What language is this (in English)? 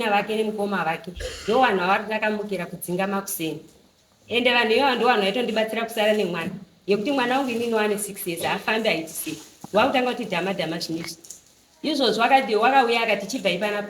Shona